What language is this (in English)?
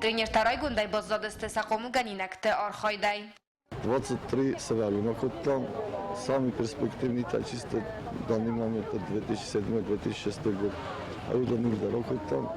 Ossetic